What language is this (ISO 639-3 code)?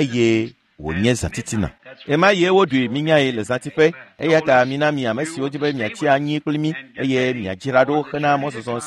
ewe